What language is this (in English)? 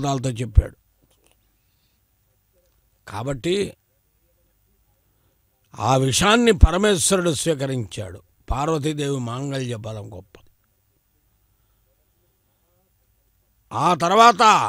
Telugu